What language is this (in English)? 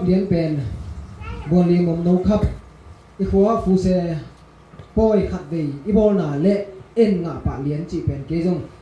Tedim Chin